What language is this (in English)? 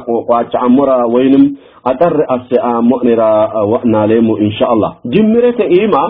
Sidamo